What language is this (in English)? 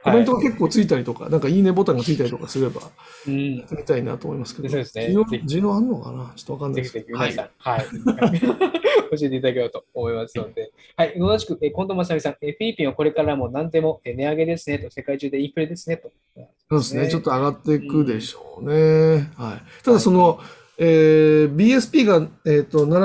Japanese